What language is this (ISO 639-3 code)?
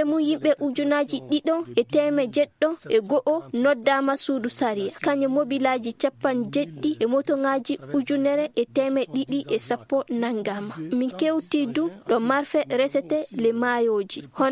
ful